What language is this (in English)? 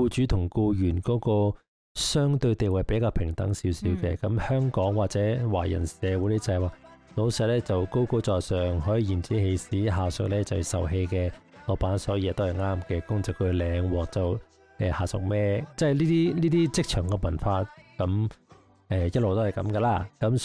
Cantonese